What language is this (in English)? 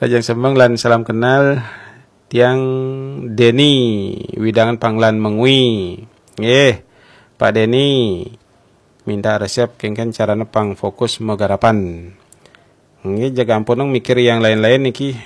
Balinese